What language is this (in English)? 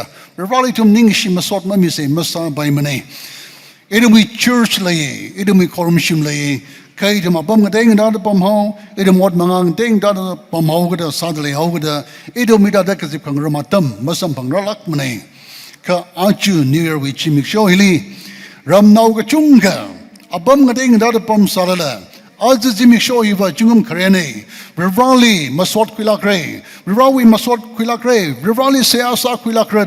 Tangkhul Naga (India)